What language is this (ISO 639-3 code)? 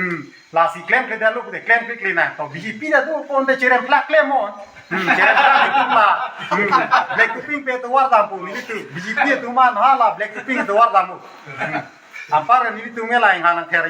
mjw